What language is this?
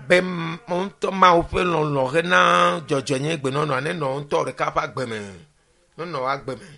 Ewe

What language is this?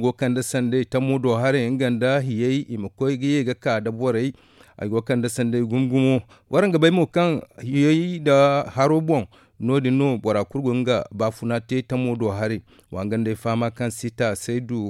Zarma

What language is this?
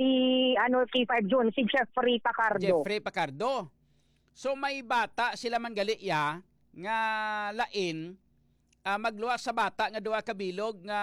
Hiligaynon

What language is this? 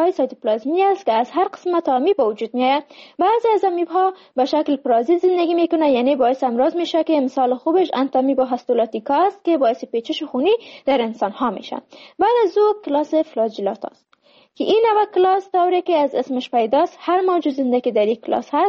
Persian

